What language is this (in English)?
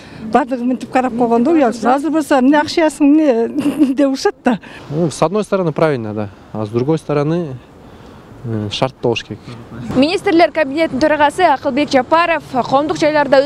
Kyrgyz